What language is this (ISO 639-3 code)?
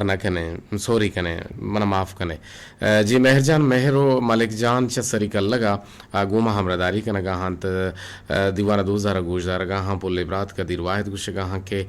bgp